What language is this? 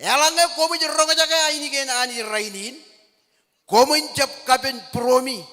Marshallese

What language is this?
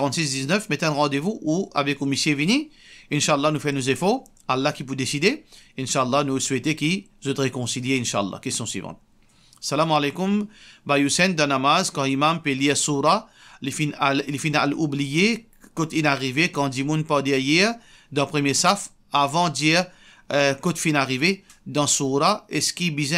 Morisyen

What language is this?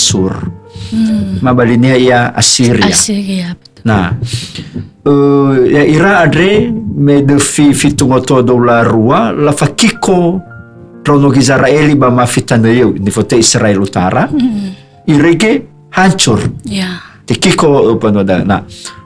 Nias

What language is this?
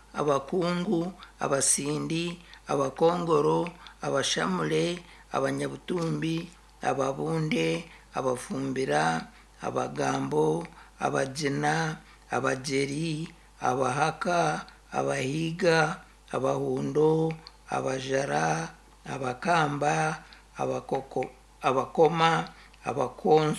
Nyankole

